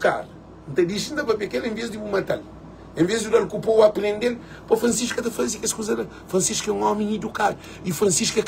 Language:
Kabuverdianu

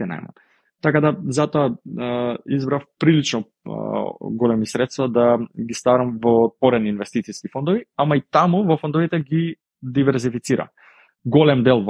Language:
Macedonian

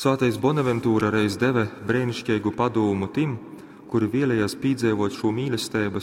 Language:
Latgalian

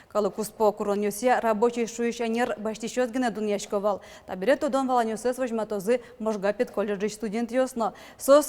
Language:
Udmurt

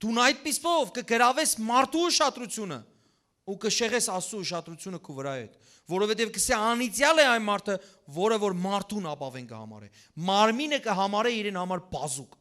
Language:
Western Armenian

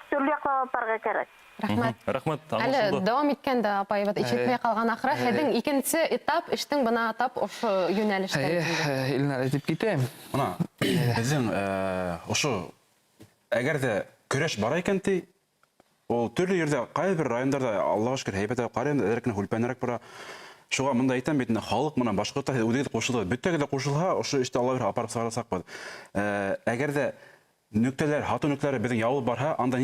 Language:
Bashkir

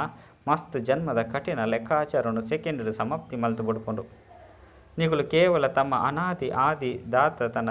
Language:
Tulu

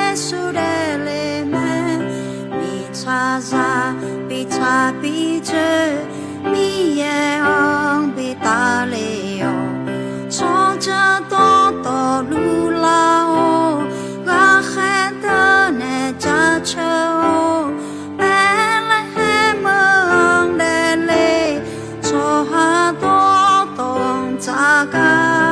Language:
Akha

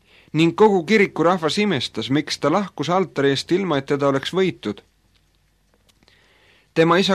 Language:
Estonian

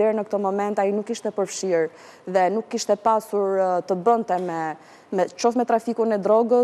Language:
Albanian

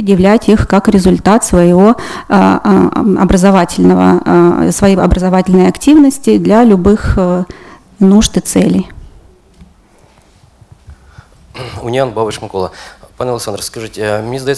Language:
Ukrainian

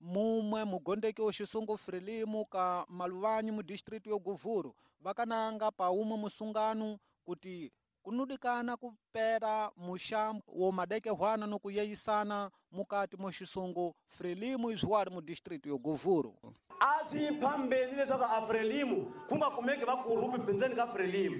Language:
Tsonga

